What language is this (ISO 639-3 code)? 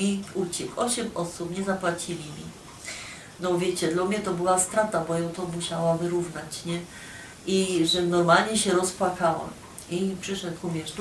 szl